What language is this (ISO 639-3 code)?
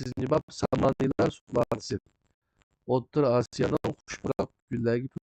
uig